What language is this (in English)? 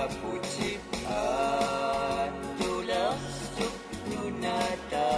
Kalaallisut